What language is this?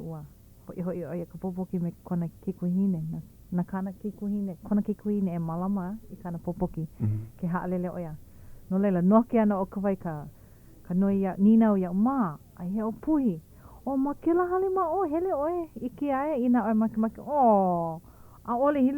Hawaiian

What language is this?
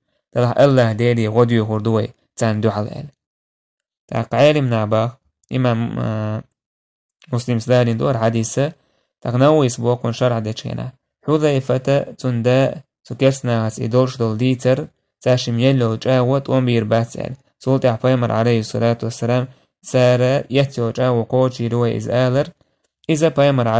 Chechen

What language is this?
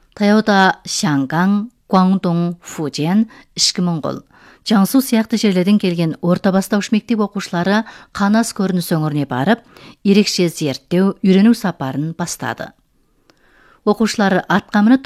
Kazakh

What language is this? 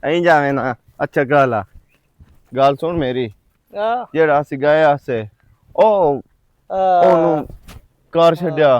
Western Panjabi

